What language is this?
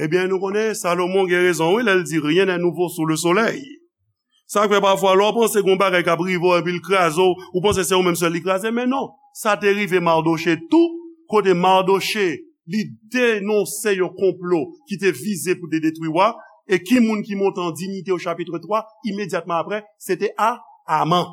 Haitian Creole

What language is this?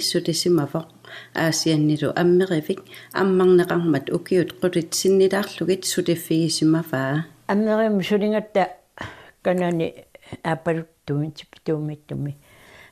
Kalaallisut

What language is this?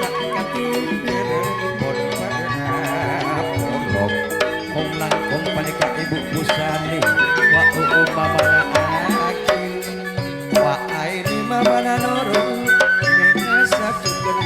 Madurese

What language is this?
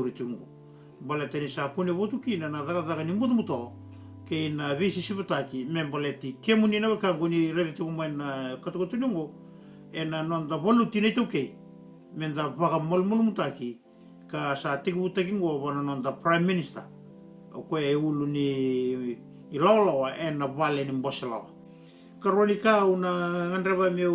Fijian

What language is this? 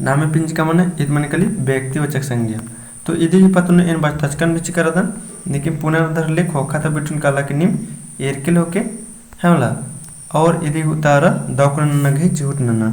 Kurukh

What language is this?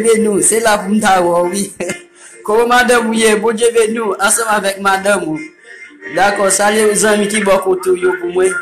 Haitian Creole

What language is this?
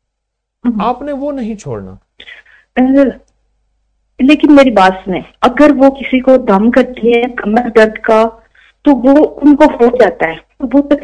Urdu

